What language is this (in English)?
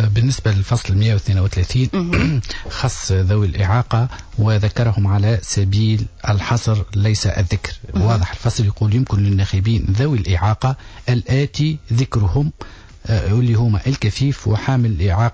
Tunisian Arabic